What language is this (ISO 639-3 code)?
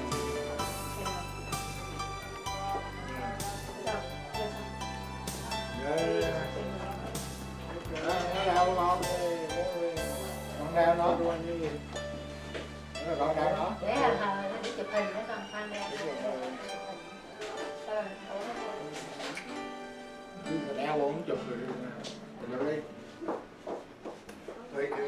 vie